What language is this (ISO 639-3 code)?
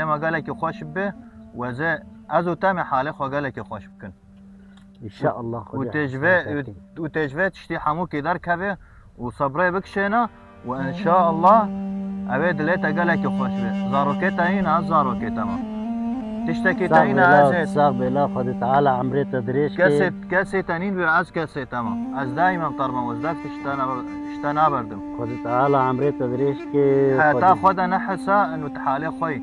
kur